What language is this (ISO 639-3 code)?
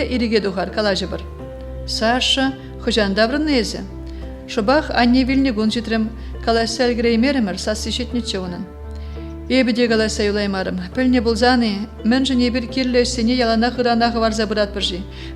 chv